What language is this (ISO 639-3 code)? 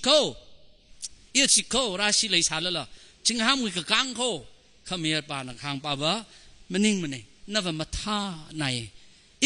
nmf